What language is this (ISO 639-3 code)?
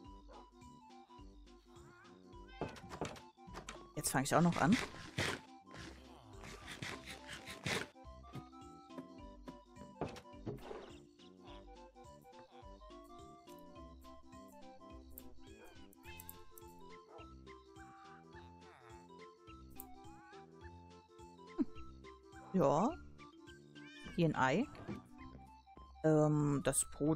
deu